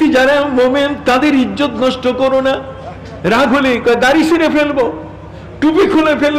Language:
Bangla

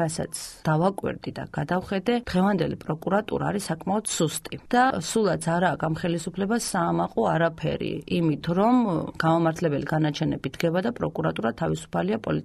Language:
Georgian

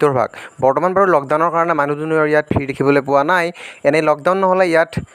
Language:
Assamese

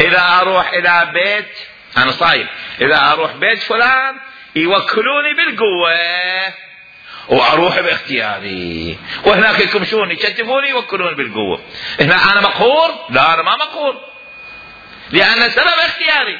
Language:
Mesopotamian Arabic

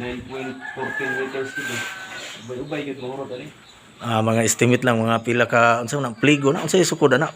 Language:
Cebuano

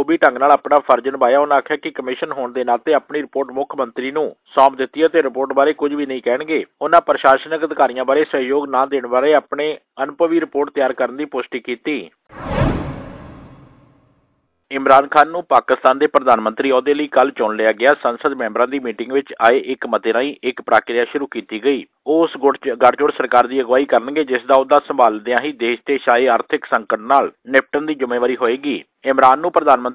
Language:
Punjabi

